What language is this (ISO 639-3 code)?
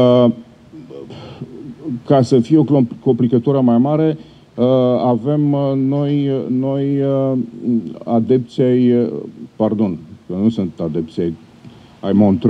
ron